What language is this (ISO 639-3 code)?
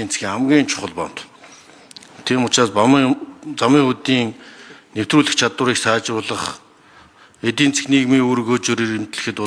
mon